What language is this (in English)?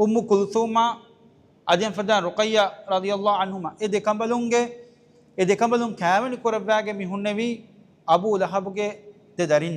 Divehi